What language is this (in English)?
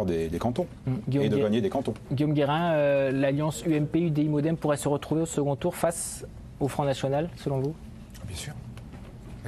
French